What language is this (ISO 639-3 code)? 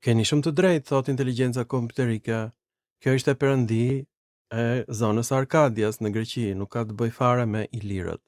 sqi